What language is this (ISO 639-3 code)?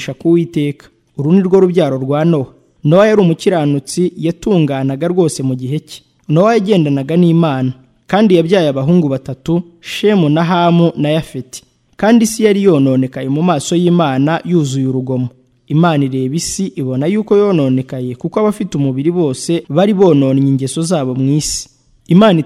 kin